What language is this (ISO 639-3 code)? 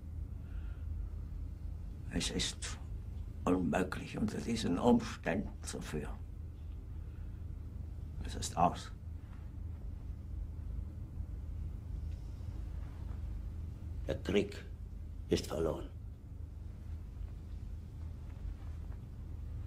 deu